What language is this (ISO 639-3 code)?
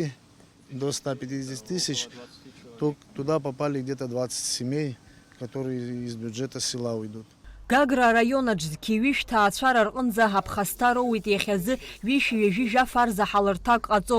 abk